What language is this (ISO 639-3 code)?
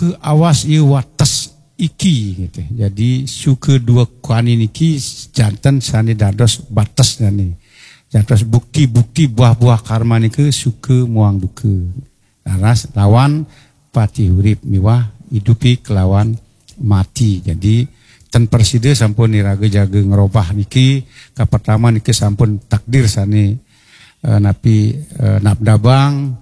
ban